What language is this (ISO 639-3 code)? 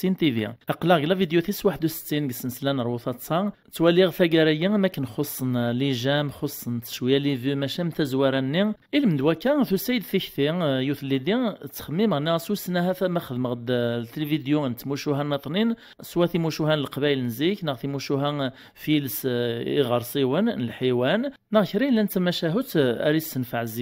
kab